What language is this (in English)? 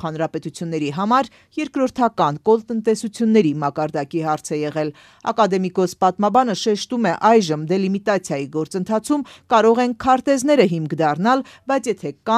Armenian